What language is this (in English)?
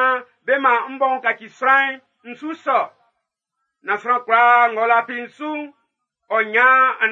Baoulé